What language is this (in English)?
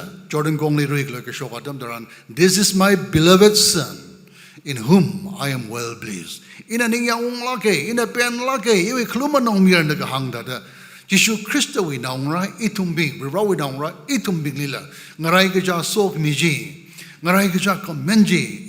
Tangkhul Naga (India)